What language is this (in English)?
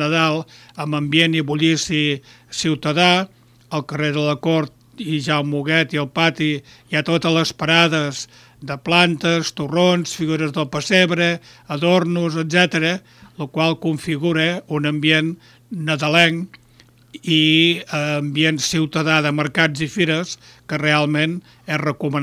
Catalan